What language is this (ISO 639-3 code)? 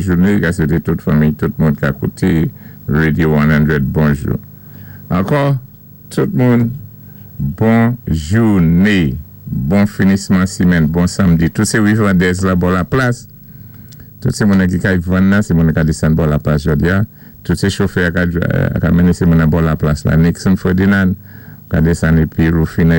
acf